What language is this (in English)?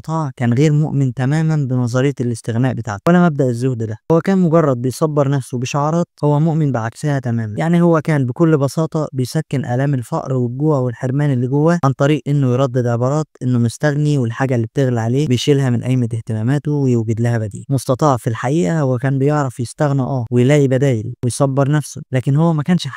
Egyptian Arabic